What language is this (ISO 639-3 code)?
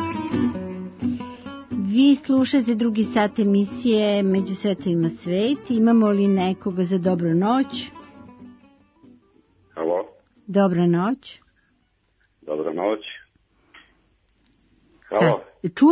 srp